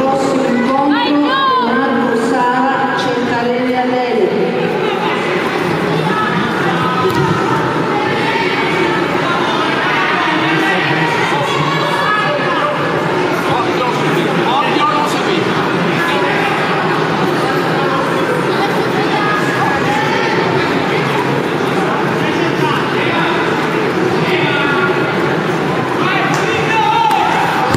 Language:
Italian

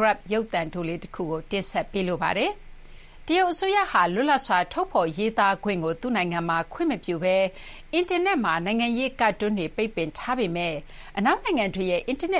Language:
Burmese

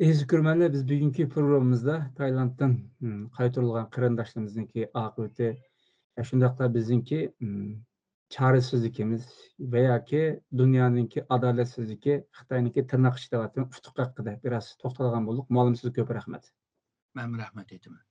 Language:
Uyghur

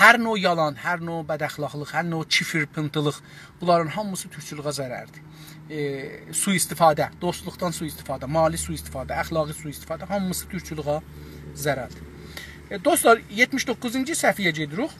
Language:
South Azerbaijani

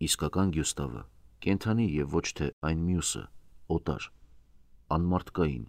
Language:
Armenian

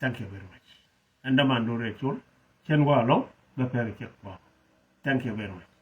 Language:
Nuer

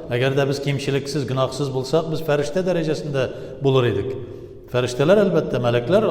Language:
Tatar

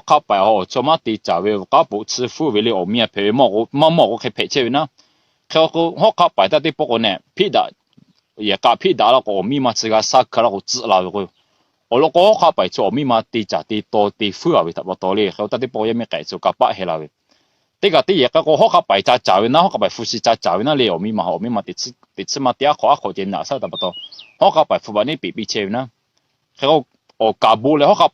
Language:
Lahu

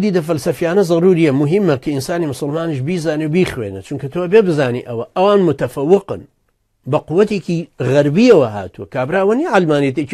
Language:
Central Kurdish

